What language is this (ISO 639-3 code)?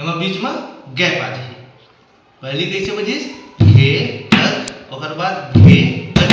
hne